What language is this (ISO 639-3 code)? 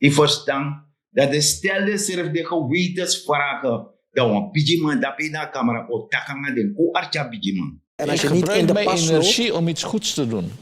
srn